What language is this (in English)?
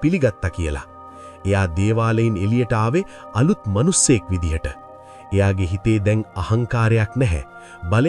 Sinhala